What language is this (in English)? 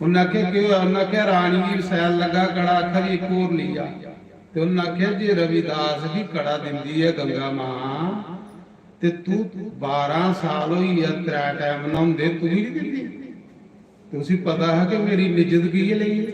Dogri